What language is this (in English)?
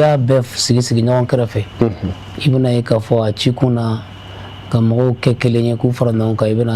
Bambara